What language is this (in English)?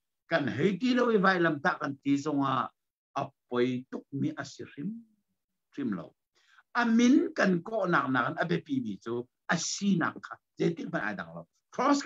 Hakha Chin